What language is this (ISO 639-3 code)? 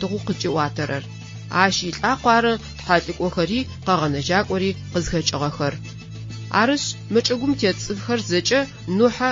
ady